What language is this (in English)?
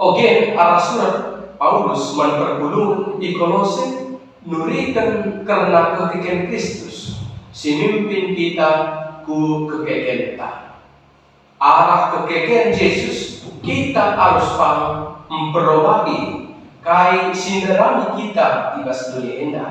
Batak Karo